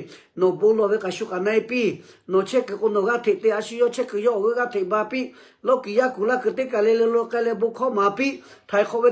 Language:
Lahu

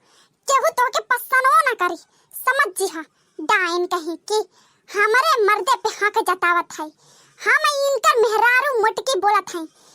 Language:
Bhojpuri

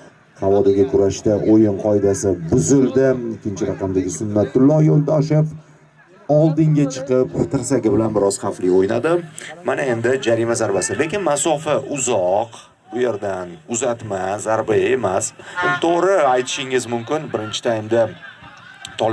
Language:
Uzbek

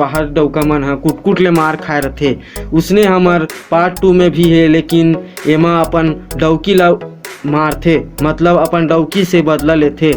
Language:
Chhattisgarhi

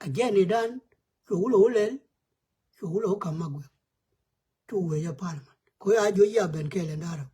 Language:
Nuer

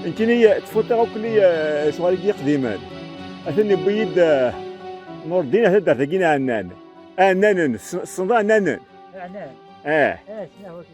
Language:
Kabyle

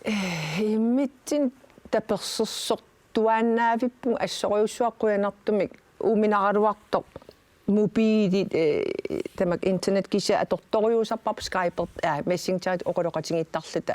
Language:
Kalaallisut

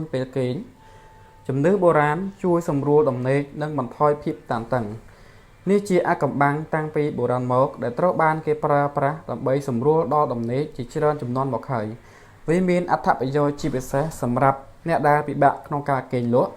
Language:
Khmer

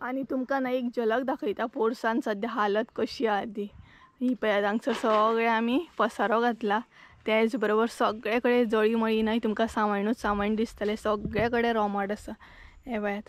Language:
Konkani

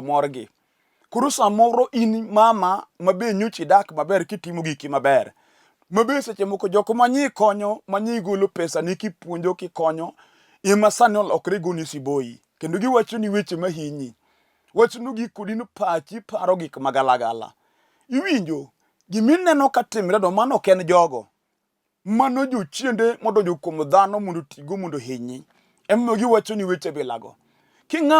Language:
Luo (Kenya and Tanzania)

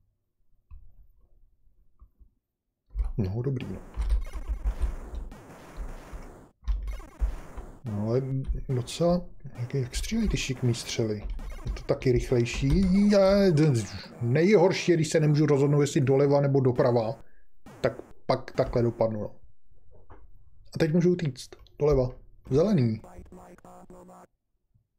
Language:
Czech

